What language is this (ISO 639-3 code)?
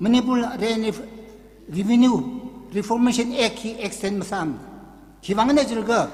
nmf